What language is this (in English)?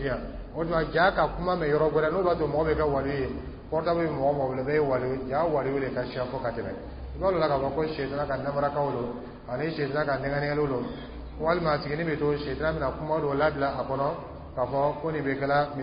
Dyula